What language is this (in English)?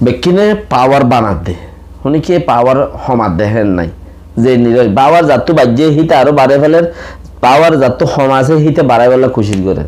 Rohingya